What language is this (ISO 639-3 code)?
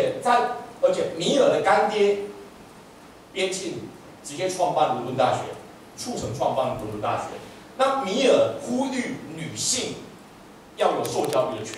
zho